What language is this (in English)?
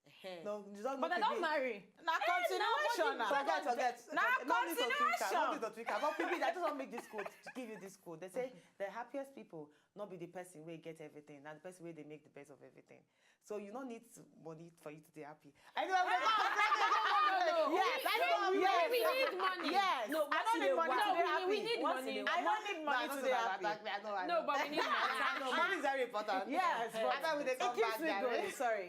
Nigerian Pidgin